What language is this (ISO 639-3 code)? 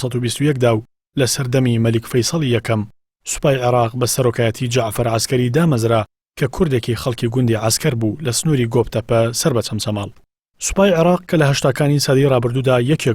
ckb